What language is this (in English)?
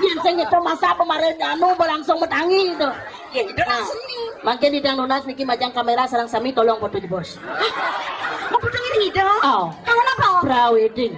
Balinese